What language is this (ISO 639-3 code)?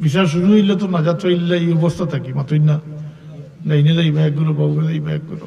syl